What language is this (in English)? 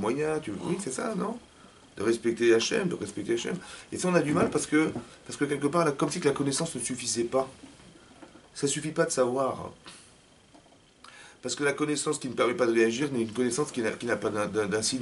French